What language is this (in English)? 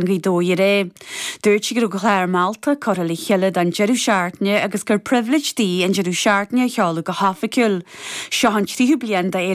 Irish